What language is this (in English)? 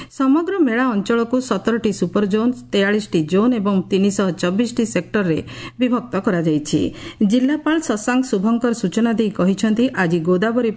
Odia